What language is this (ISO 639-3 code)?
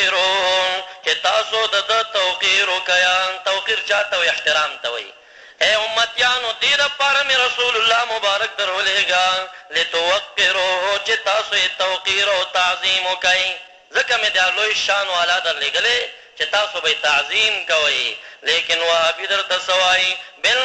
pus